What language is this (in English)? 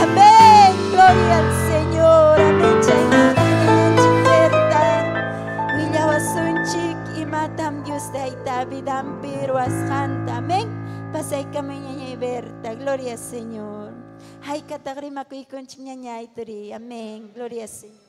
Ayacucho Quechua